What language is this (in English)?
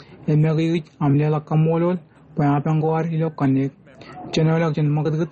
Marshallese